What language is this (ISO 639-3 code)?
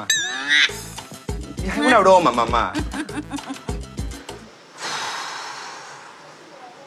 spa